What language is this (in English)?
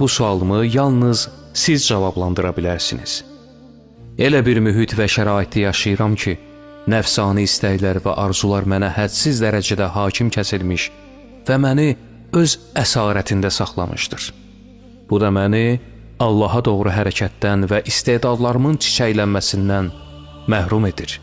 Azerbaijani